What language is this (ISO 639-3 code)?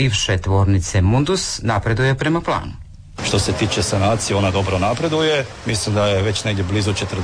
hrv